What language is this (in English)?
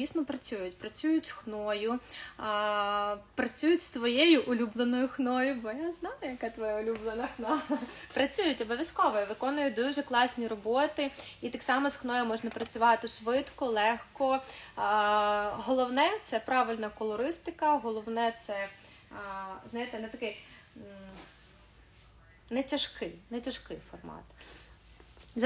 Ukrainian